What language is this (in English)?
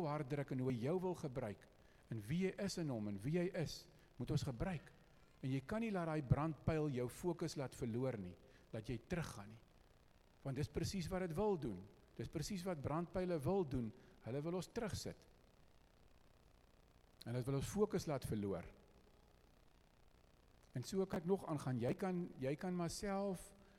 Afrikaans